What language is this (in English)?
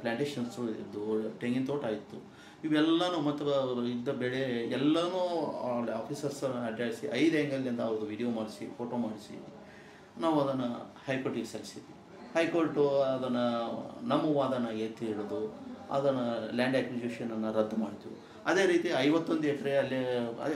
Kannada